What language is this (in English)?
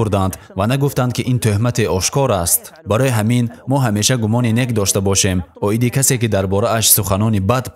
Tajik